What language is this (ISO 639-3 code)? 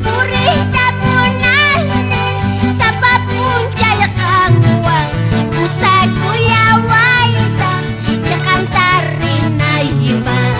quh